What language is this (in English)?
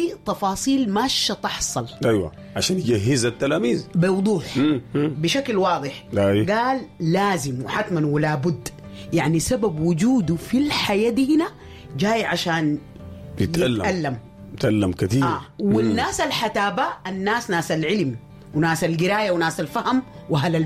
Sudanese Arabic